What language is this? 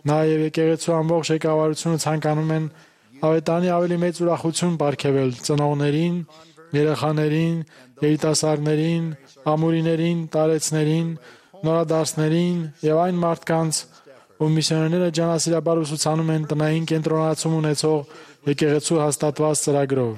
Armenian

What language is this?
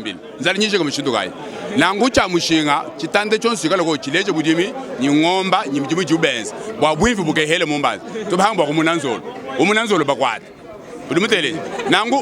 Luba-Lulua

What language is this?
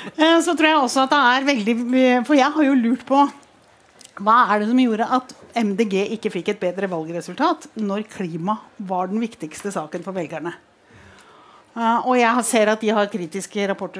Norwegian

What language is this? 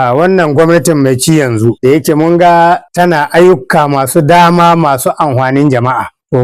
Hausa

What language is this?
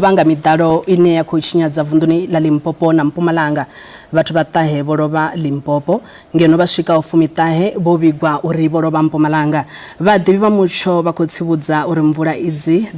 Venda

